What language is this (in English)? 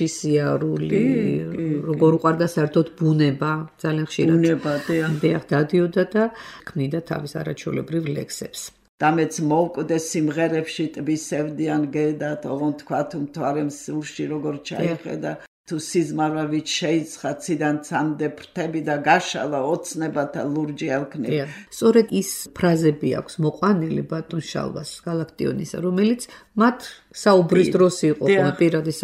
Georgian